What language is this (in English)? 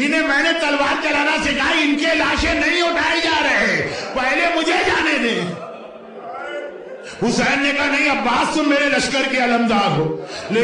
Urdu